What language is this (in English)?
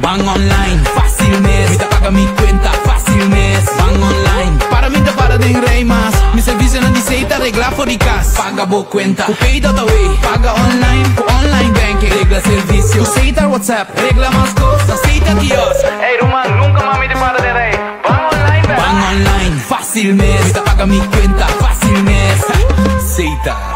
Papiamento